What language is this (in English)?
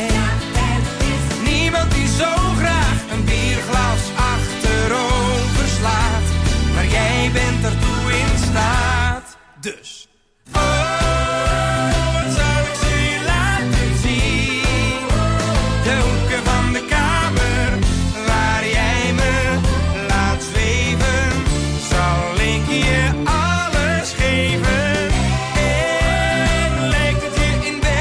Dutch